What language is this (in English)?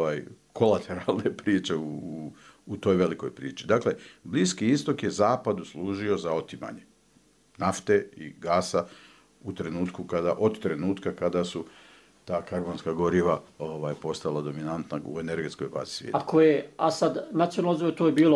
Bosnian